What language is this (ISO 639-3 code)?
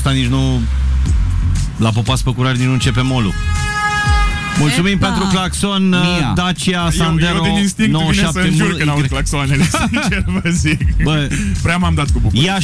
ron